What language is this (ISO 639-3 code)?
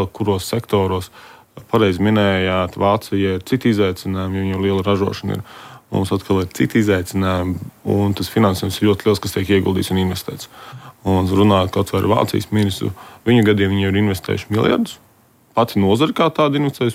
lav